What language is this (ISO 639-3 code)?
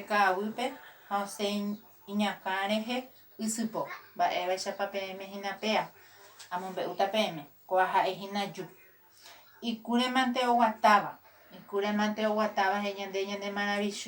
grn